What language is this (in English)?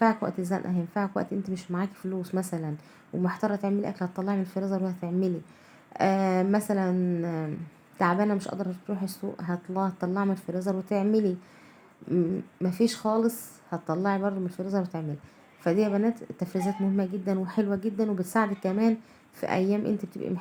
Egyptian Arabic